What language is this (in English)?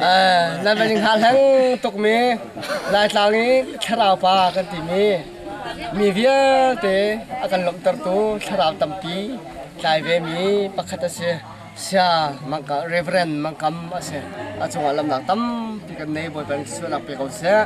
Hakha Chin